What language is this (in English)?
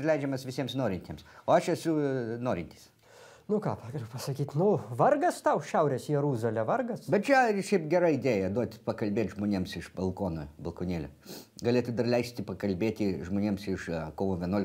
Lithuanian